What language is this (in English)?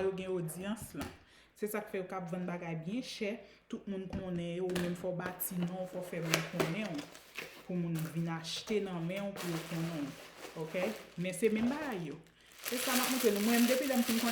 Haitian Creole